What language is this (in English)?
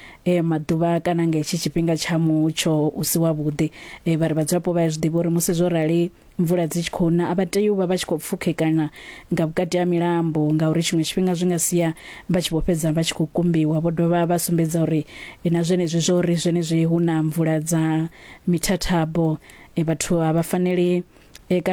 Venda